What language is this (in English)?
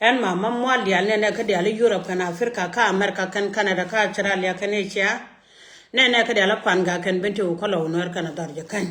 Nuer